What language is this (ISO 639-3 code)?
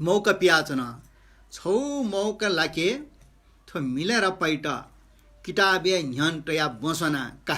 new